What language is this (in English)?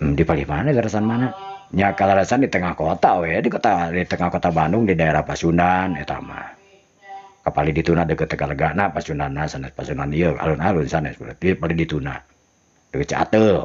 Sundanese